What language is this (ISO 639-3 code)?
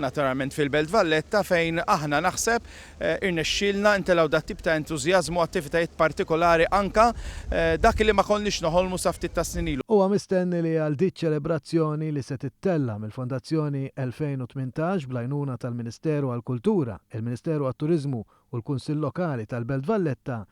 mlt